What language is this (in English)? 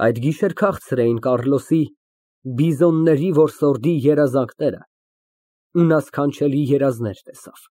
Armenian